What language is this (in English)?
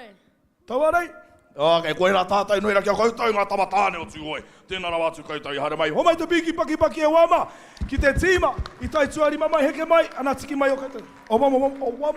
Māori